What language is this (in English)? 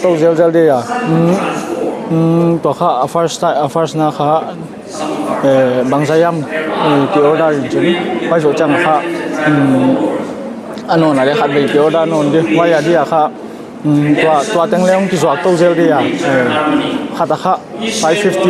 Paite Chin